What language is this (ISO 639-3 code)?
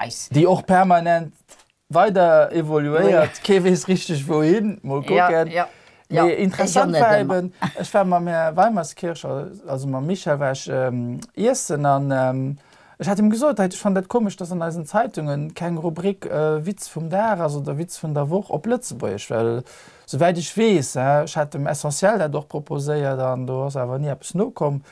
ltz